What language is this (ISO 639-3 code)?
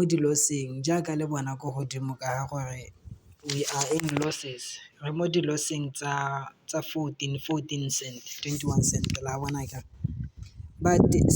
tsn